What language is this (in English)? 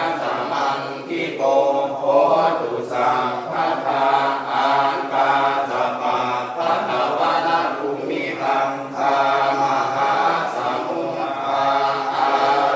Pali